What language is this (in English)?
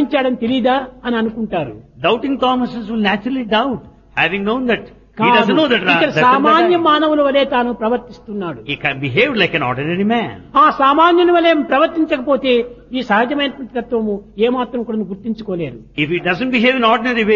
Telugu